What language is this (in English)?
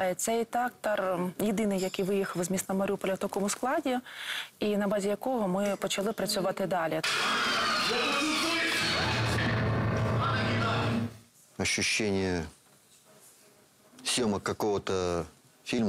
Ukrainian